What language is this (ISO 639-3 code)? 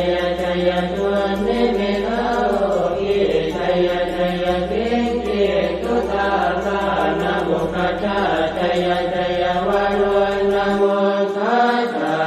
pli